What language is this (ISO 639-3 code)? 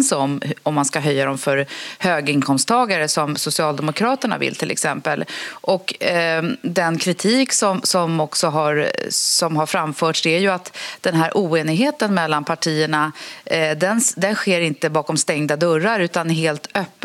swe